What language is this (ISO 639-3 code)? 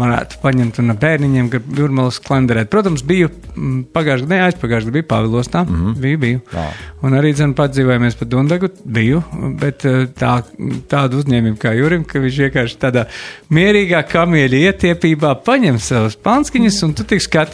lav